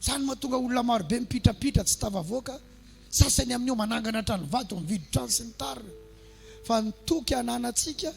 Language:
Malagasy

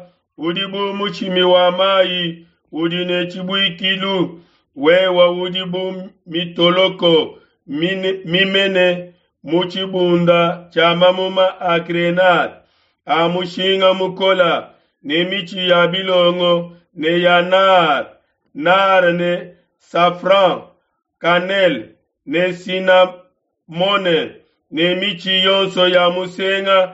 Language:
Luba-Lulua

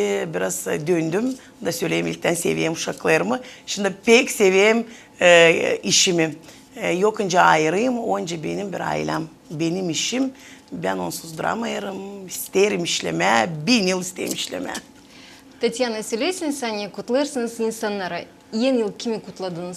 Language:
Gagauz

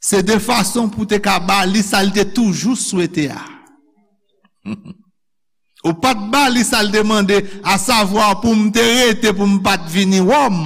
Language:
Haitian Creole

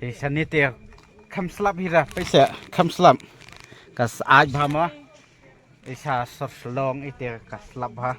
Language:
Khasi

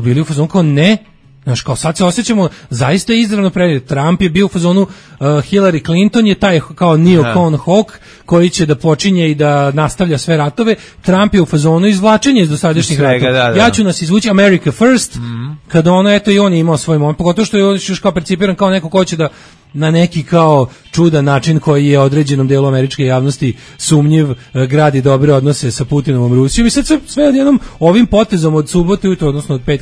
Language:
Serbian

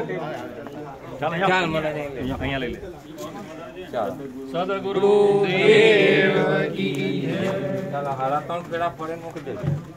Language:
Gujarati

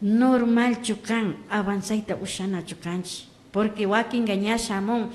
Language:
Imbabura Highland Quichua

